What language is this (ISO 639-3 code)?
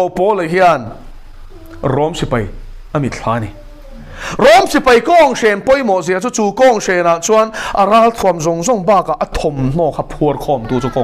lus